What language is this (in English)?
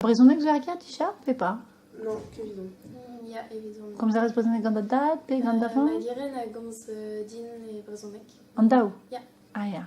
Breton